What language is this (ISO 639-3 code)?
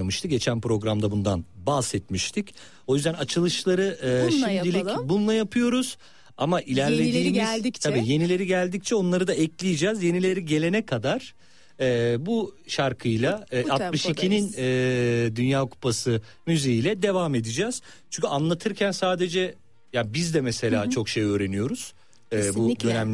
tur